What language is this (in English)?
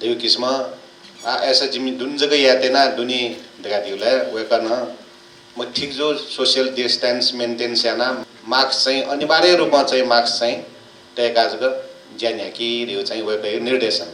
Newari